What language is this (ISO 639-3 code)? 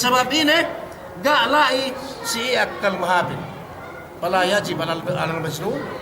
yka